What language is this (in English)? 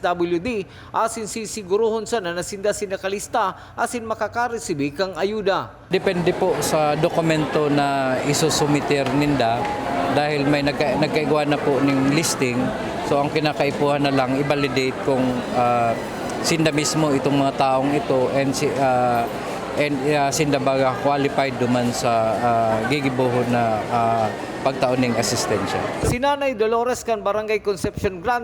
Bikol